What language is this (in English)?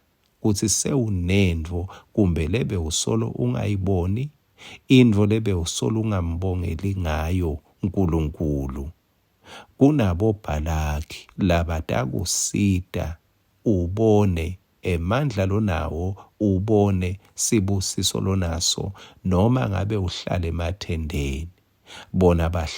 Swati